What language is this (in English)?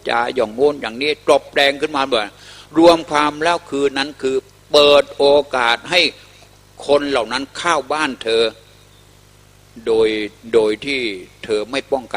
Thai